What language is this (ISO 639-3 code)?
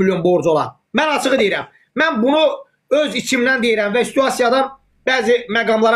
aze